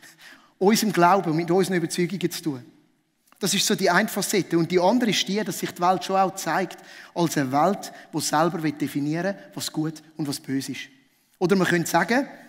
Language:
Swiss German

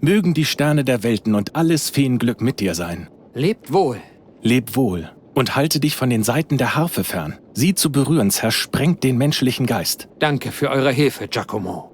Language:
Bavarian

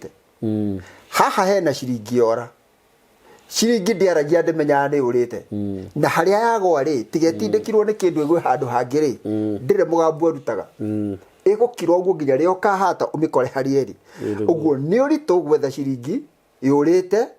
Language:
Kikuyu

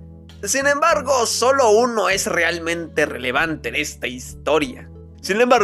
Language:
Spanish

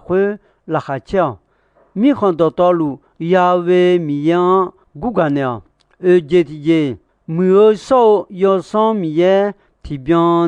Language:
Akha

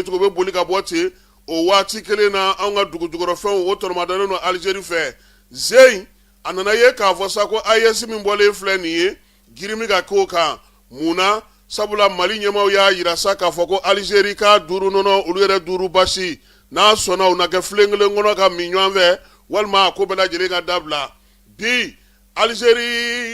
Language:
Bambara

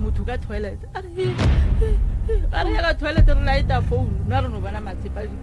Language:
Northern Sotho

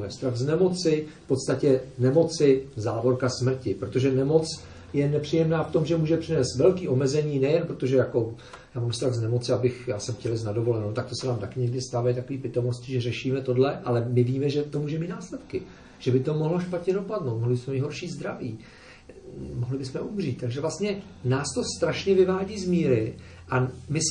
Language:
Czech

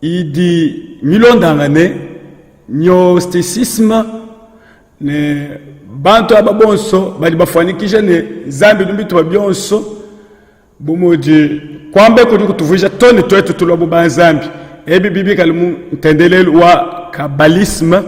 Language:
Luba-Lulua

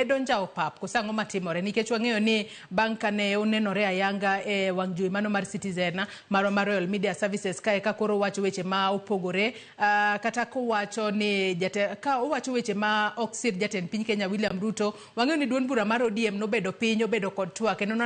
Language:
Luo (Kenya and Tanzania)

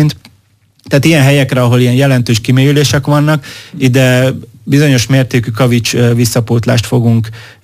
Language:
Hungarian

